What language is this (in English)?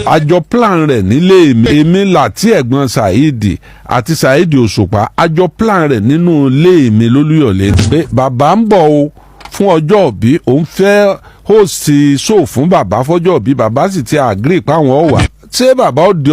Yoruba